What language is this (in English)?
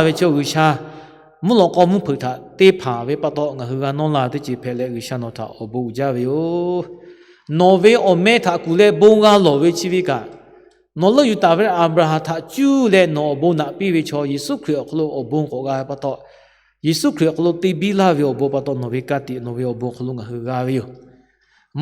Lahu